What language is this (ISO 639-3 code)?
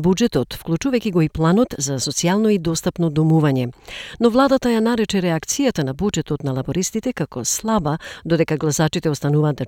mkd